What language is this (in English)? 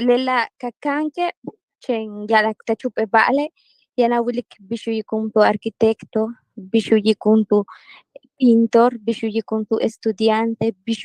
Yucateco